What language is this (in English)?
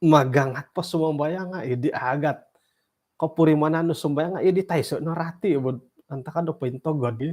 Central Dusun